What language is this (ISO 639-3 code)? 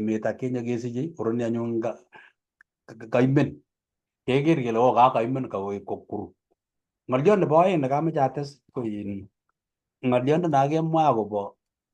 kln